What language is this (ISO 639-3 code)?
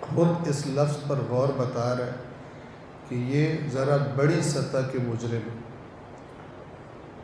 urd